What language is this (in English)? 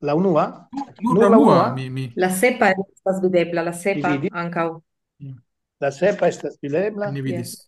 Esperanto